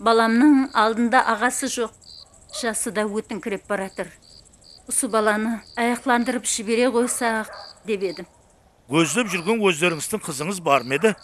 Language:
Kara-Kalpak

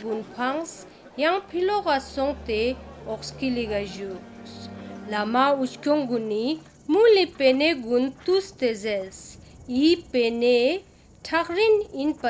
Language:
Ladakhi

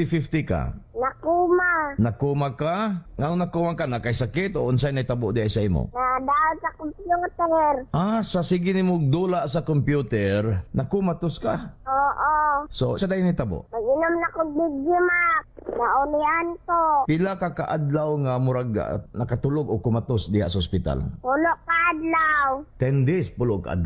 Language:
Cebuano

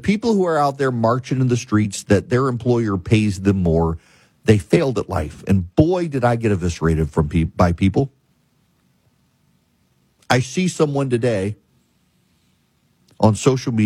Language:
English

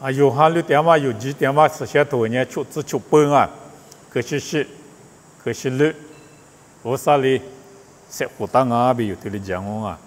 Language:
Lisu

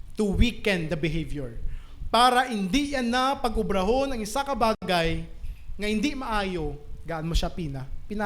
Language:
Hiligaynon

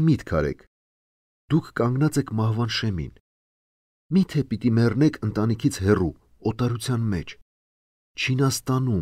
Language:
Armenian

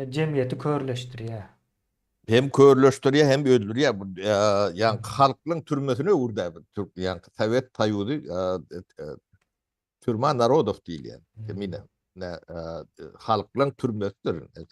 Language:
Turkmen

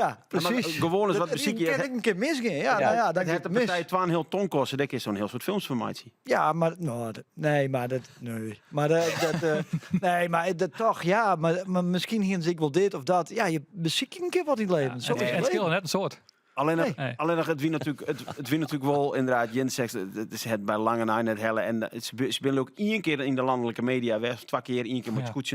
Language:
Western Frisian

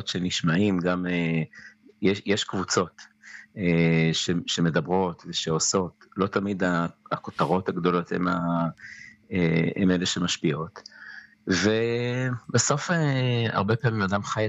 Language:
Hebrew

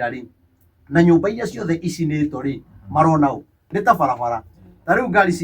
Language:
Kikuyu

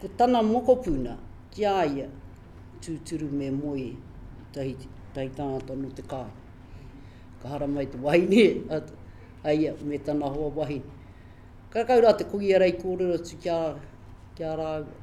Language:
Māori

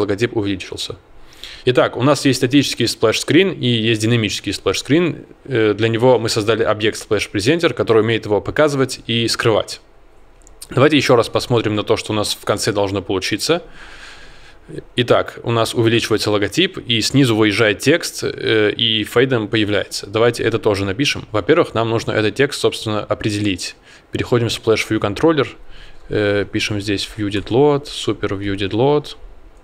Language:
Russian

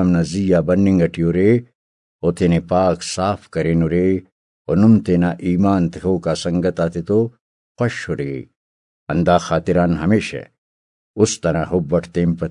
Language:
Brahui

